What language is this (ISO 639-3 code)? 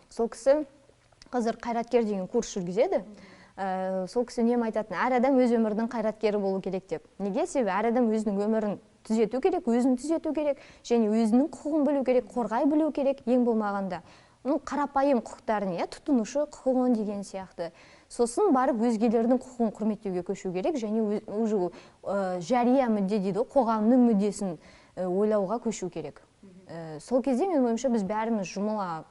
kaz